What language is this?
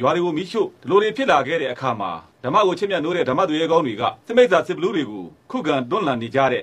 Burmese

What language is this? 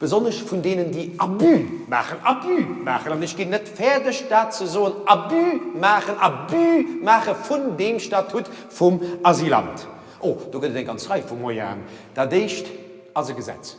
Luxembourgish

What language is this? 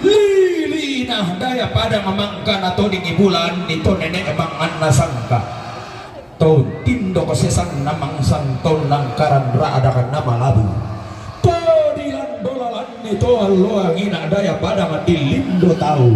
Toraja-Sa'dan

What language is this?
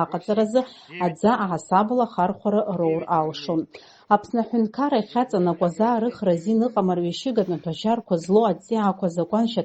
Abkhazian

